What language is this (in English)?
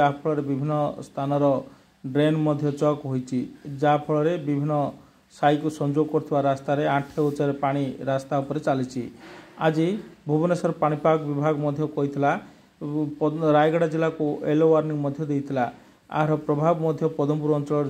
Odia